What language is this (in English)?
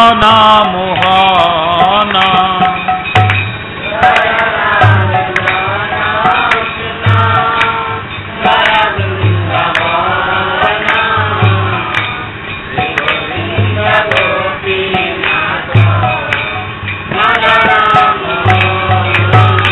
Odia